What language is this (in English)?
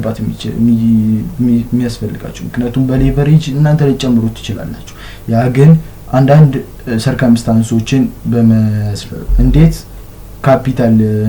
Amharic